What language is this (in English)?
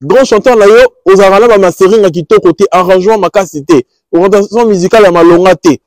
Lingala